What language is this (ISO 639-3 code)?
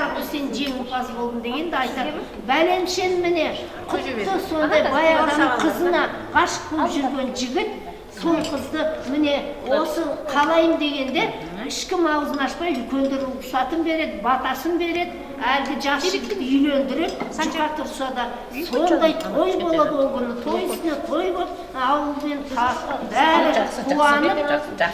kaz